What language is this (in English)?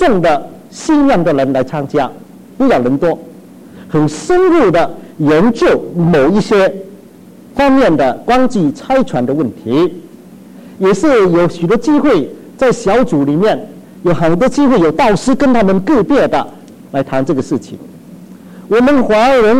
Chinese